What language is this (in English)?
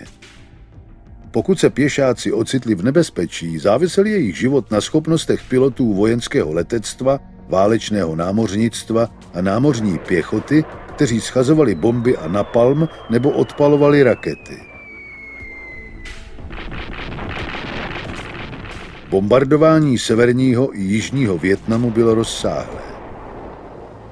Czech